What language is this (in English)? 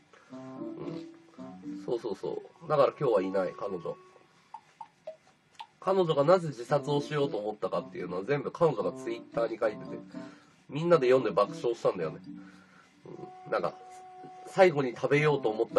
Japanese